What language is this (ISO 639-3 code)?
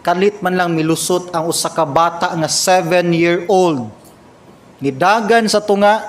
ceb